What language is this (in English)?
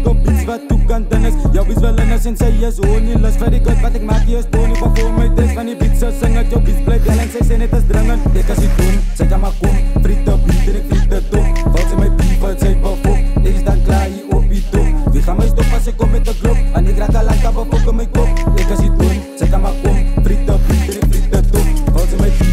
Afrikaans